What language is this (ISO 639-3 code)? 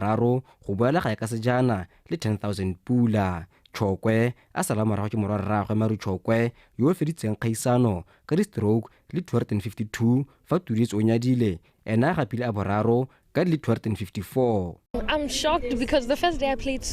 tsn